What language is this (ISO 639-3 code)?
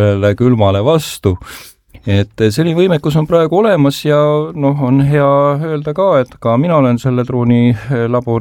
est